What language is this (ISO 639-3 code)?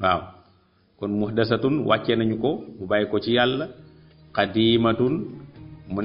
wol